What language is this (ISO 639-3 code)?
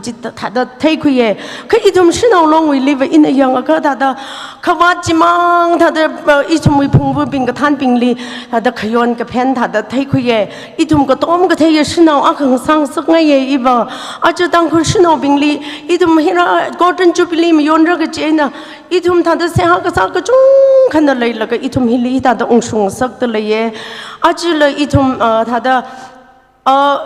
nmf